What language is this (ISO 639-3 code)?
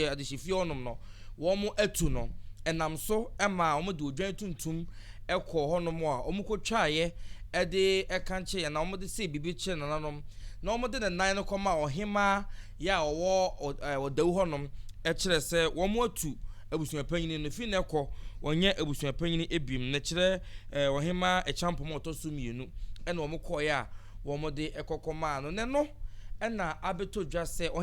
aka